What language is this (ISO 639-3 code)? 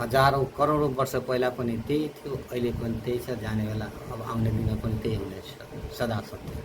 nep